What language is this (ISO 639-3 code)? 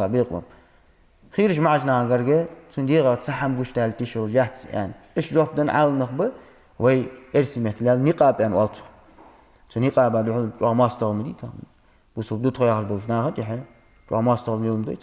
inh